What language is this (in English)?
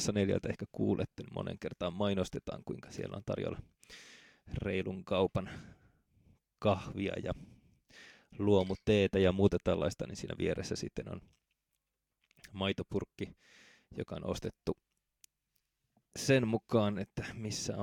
Finnish